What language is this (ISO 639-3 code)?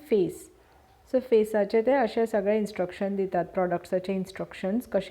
kok